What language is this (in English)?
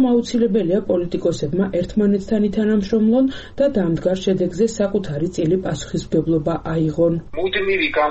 Georgian